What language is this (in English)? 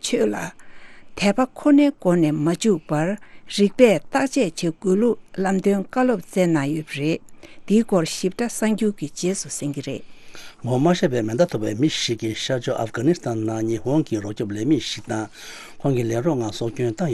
Tibetan